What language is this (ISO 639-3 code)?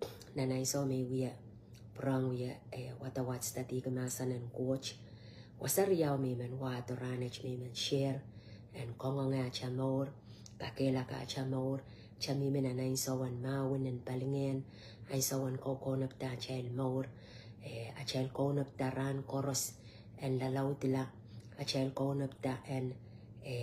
pon